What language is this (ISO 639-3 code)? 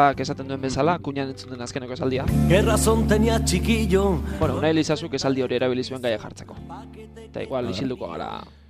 eus